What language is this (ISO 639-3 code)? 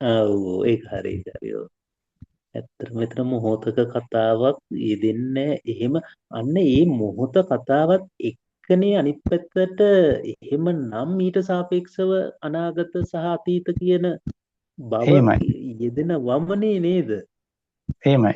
sin